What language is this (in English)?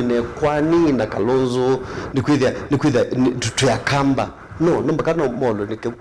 Kamba